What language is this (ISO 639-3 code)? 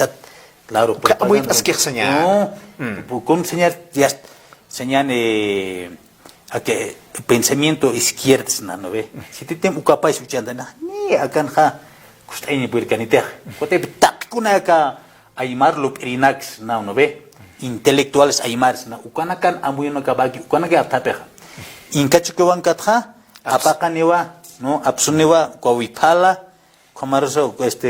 aym